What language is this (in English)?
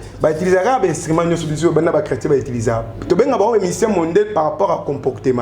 Lingala